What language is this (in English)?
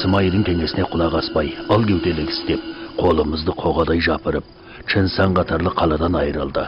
Kazakh